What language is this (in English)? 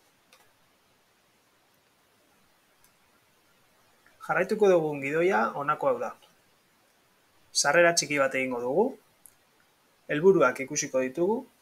Basque